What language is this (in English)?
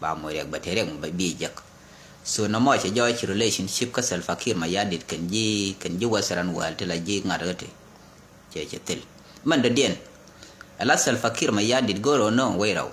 Nuer